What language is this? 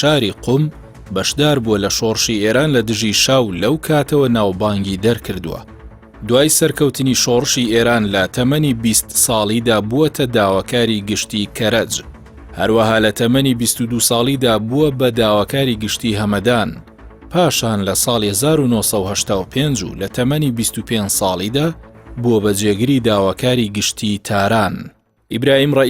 Central Kurdish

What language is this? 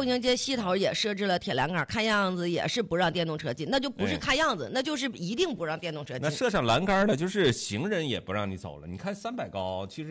Chinese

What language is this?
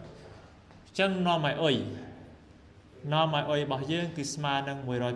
Khmer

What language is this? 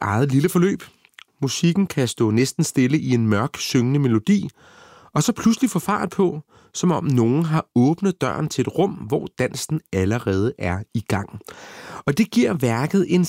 Danish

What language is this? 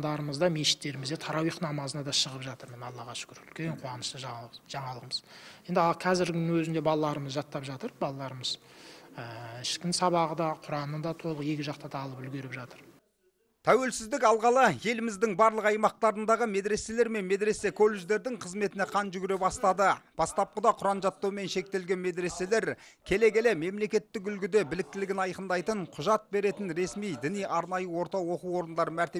Kazakh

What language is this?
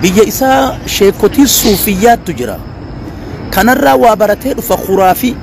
Oromo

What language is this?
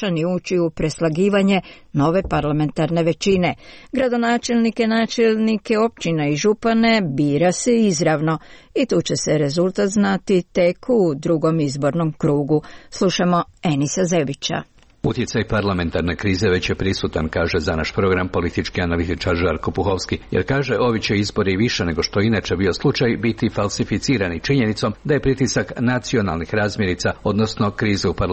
Croatian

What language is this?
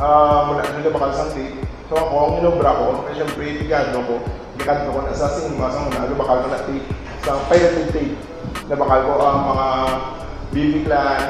Hiligaynon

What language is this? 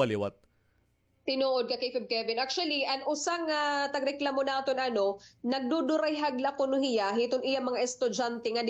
Waray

